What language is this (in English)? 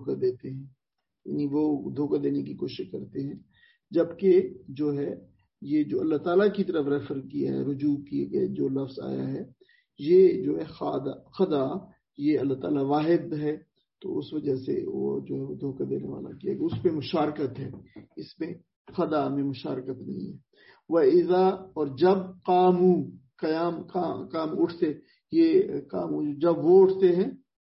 Urdu